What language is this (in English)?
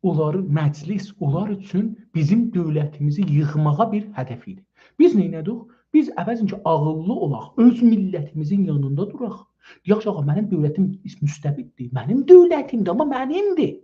South Azerbaijani